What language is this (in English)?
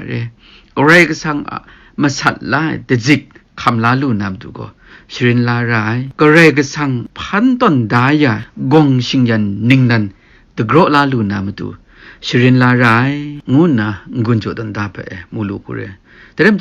Kachin